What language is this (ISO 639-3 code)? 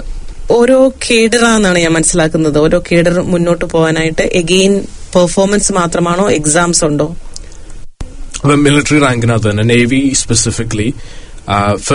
mal